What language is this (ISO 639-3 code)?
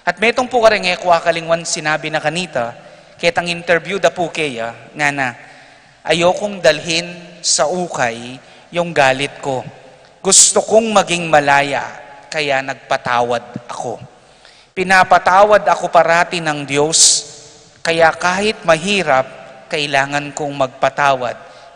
pam